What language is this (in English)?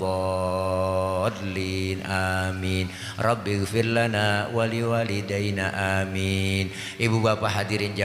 Betawi